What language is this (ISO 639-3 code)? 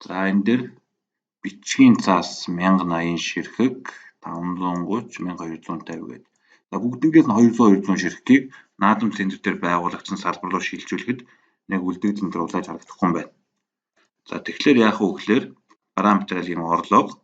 mon